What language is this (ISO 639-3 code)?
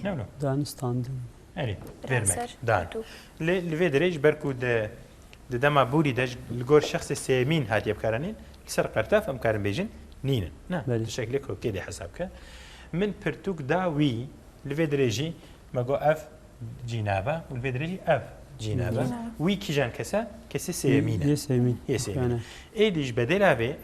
kur